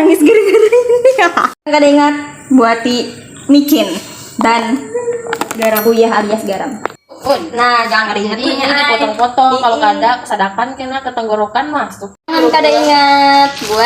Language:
Banjar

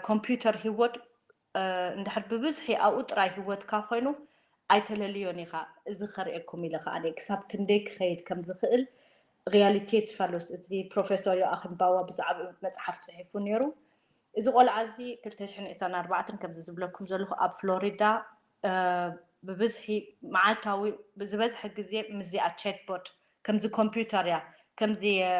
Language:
Tigrinya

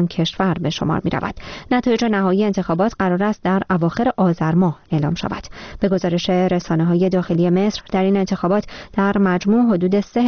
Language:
Persian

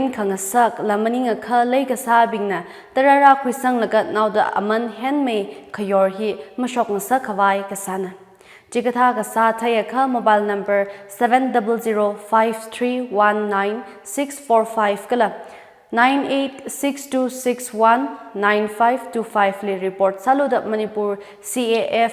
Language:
Tangkhul Naga (India)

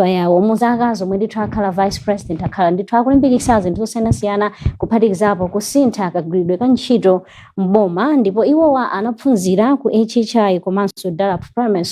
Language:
Nyanja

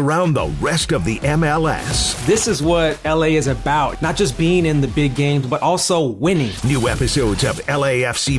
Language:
English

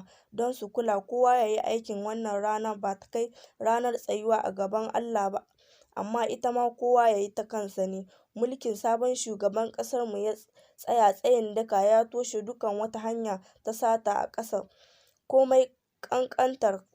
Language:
Hausa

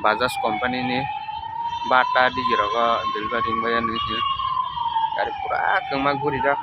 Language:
Kok Borok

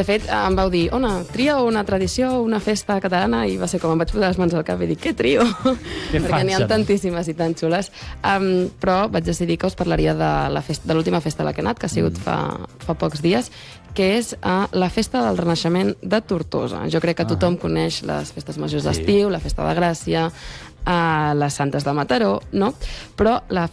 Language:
Catalan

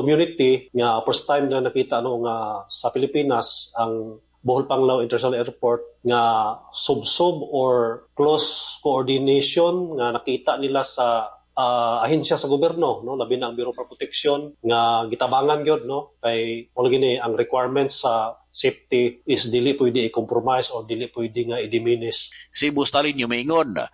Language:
Cebuano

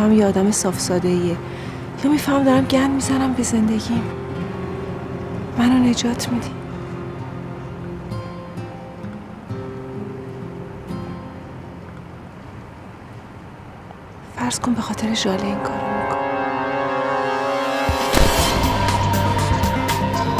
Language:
Persian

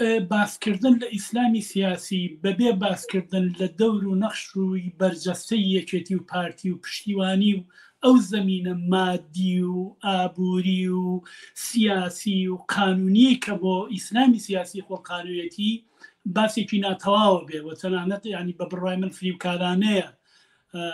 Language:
Central Kurdish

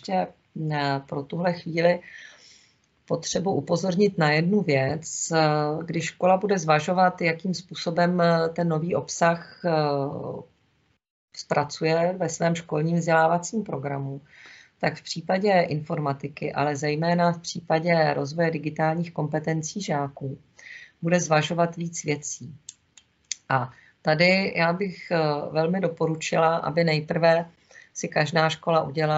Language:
Czech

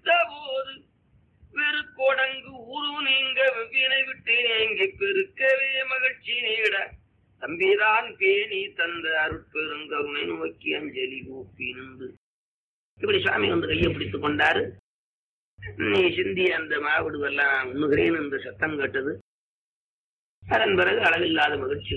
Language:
Tamil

